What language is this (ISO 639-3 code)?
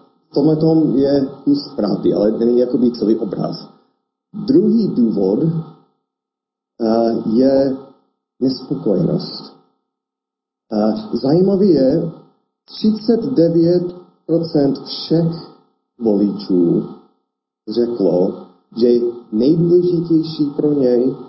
ces